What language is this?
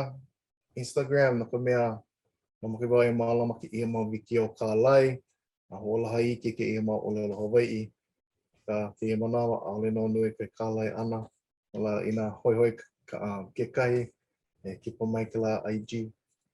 Hawaiian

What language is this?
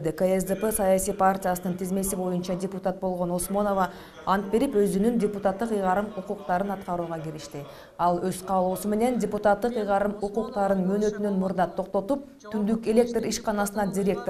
Kyrgyz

